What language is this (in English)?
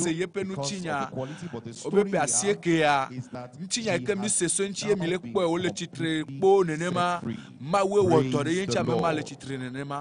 Ewe